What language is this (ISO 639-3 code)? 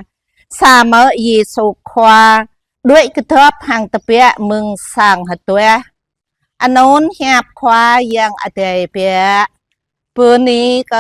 jra